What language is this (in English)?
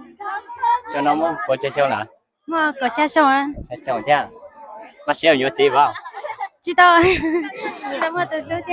Hmong